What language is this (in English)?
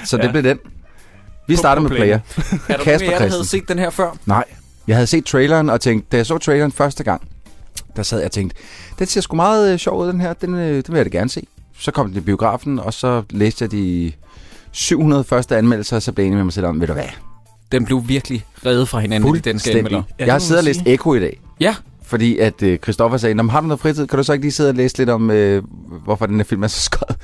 Danish